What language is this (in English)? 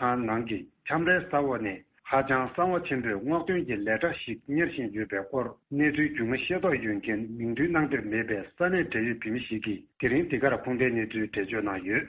Tibetan